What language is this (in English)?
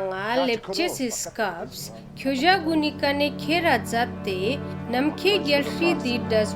Ladakhi